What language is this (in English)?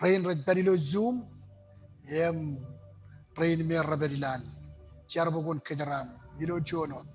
Marshallese